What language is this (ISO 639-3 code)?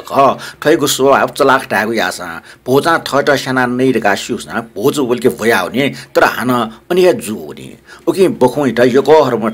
new